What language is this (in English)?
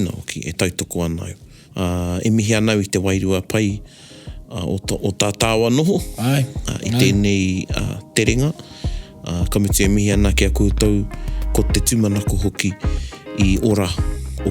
Māori